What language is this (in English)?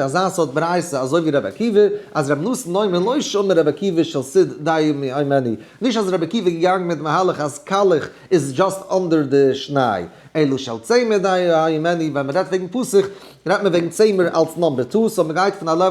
Yiddish